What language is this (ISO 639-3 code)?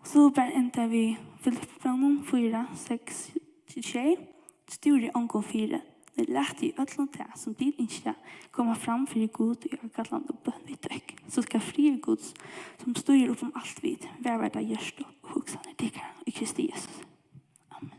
fao